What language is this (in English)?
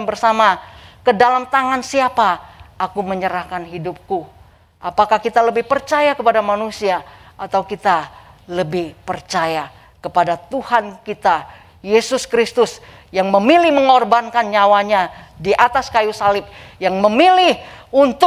Indonesian